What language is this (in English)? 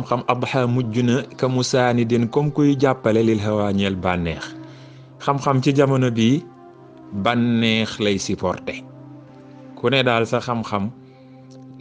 Wolof